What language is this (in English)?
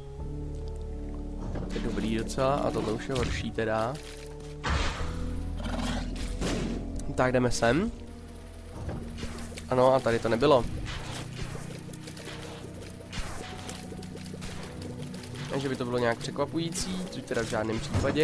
Czech